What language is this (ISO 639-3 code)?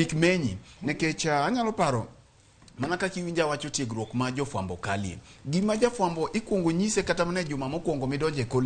luo